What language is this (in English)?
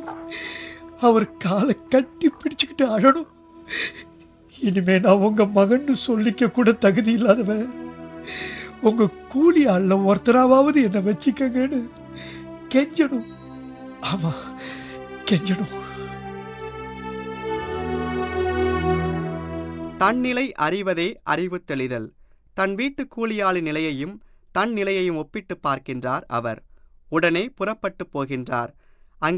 Tamil